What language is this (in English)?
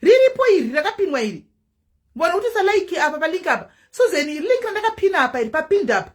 Shona